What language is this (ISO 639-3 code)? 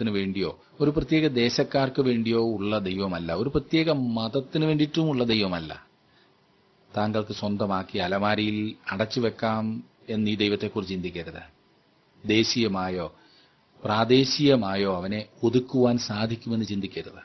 mal